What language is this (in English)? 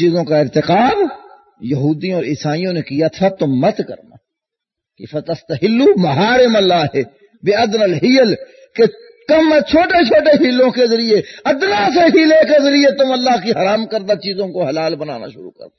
Urdu